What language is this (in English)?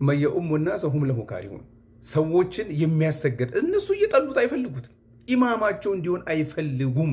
Amharic